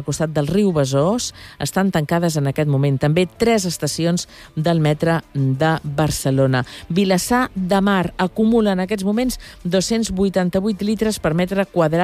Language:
Catalan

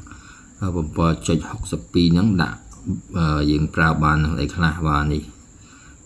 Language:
Khmer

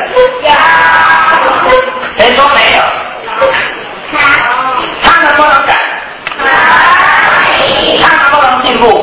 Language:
Chinese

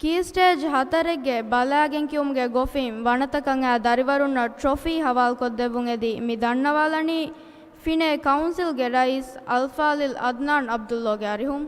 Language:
Divehi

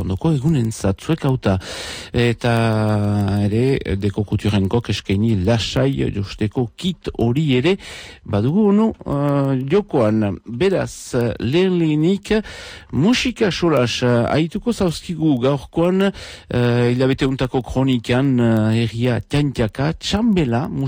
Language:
Basque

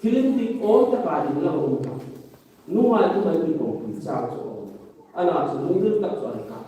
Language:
Hmar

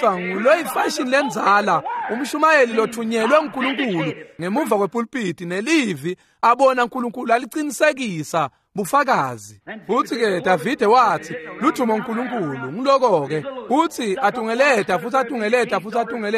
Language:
Swati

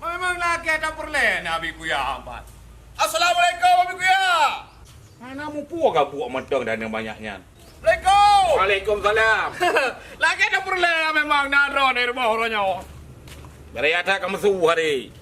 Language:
Achinese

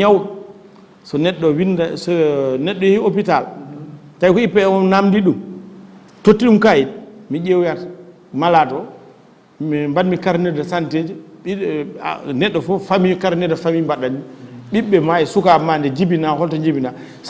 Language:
Fula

